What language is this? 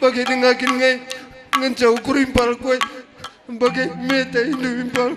Batak Karo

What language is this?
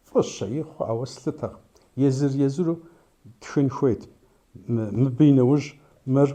Kabardian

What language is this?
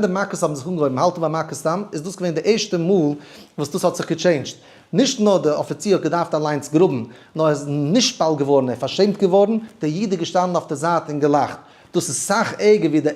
Yiddish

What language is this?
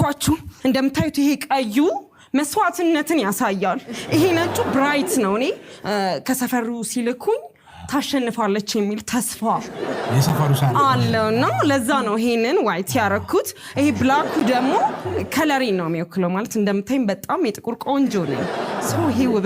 Amharic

